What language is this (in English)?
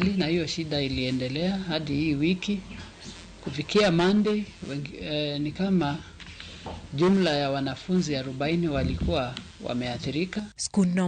Luo (Kenya and Tanzania)